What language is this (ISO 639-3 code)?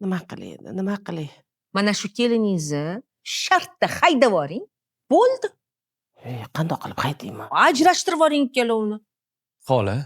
uzb